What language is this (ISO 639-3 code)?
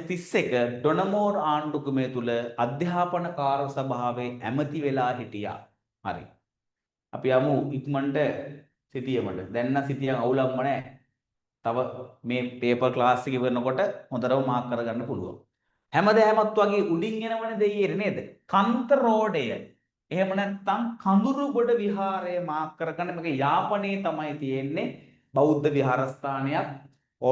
sin